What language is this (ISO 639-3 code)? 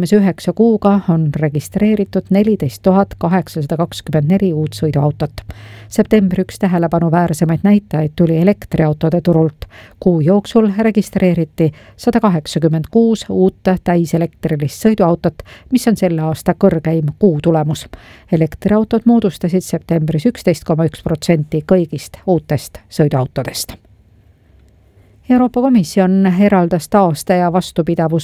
est